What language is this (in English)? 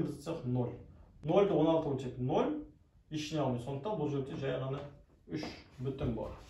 Kazakh